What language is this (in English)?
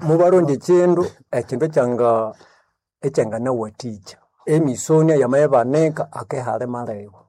Nande